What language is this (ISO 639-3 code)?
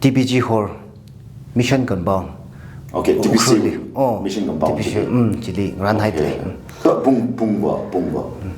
nmf